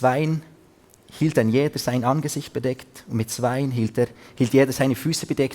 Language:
Swiss German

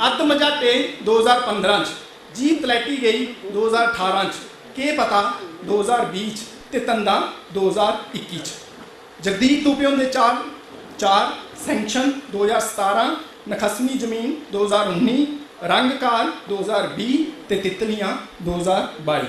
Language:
Dogri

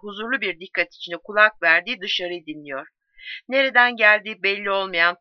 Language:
Turkish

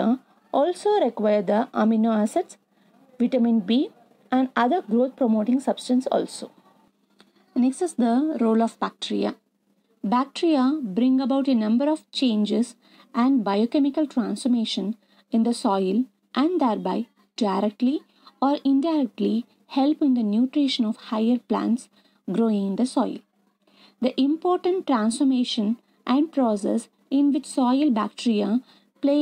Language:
English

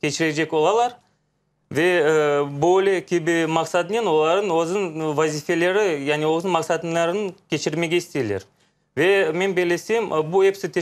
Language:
Crimean Tatar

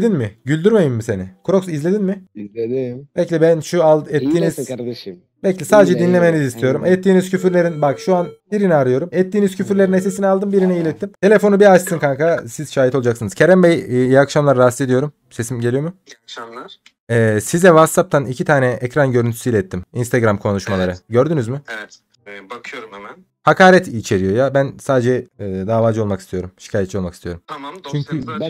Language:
Turkish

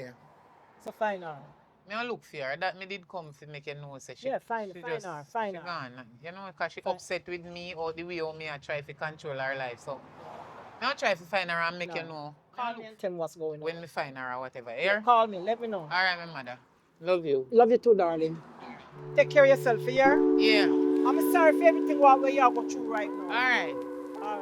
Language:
Jamaican Creole English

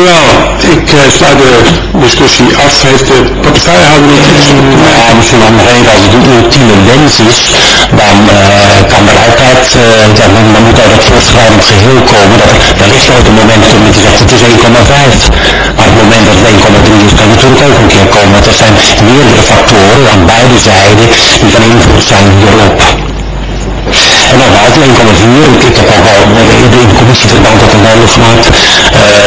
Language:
Dutch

